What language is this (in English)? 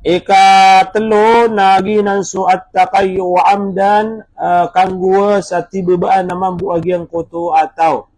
Maranao